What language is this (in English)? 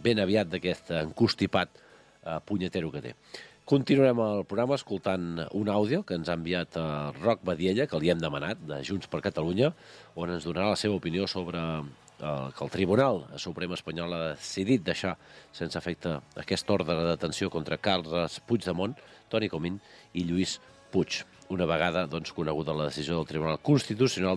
Catalan